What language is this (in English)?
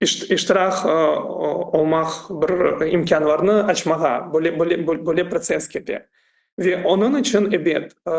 Crimean Tatar